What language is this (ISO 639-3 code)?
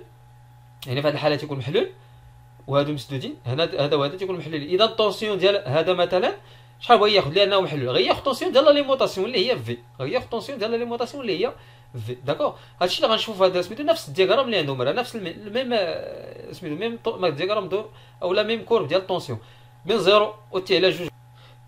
ary